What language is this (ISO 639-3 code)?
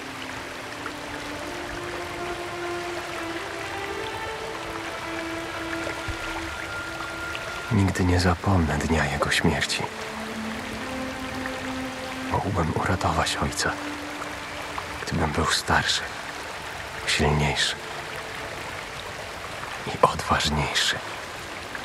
pol